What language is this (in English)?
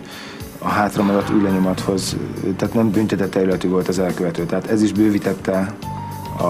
Hungarian